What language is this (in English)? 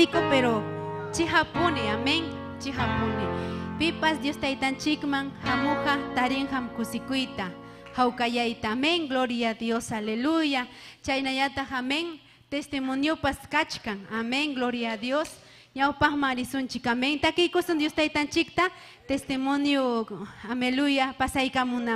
Ayacucho Quechua